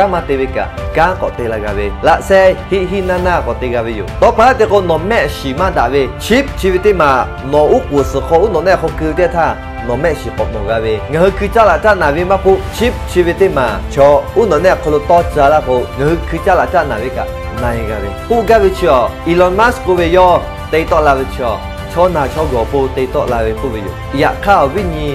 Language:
Lahu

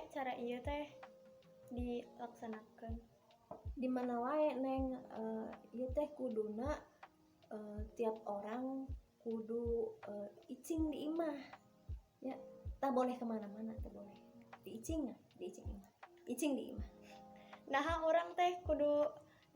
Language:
Sundanese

